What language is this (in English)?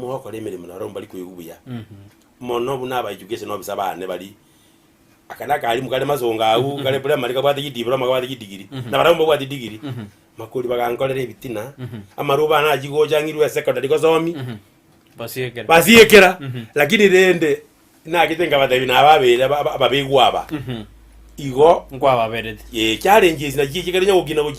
Gusii